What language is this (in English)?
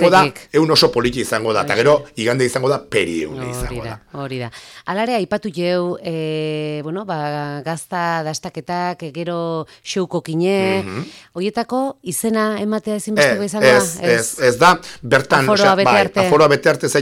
Basque